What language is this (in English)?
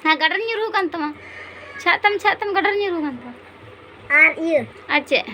Santali